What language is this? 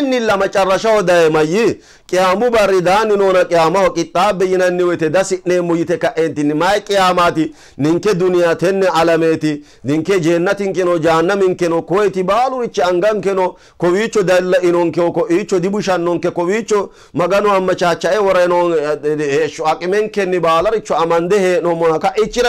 Sidamo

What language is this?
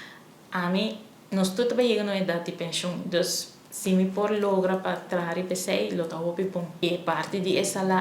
Papiamento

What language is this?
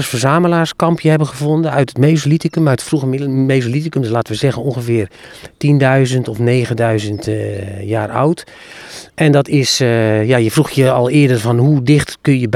Dutch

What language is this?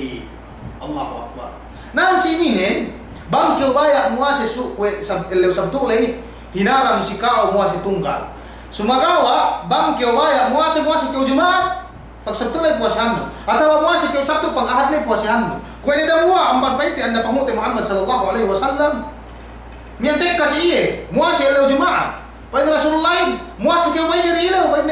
Yakan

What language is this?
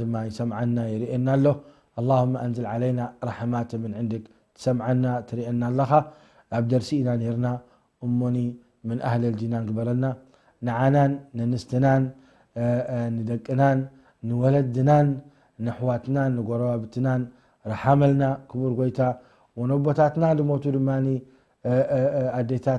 Tigrinya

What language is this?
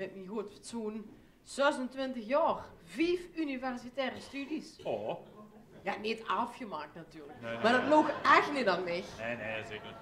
Limburgish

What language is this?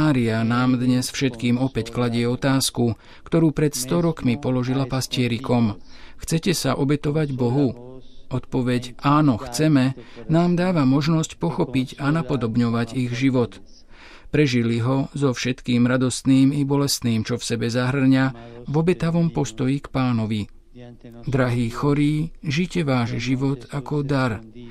Slovak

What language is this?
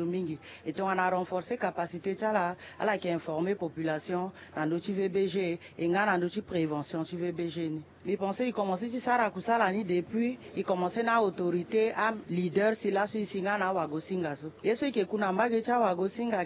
Sango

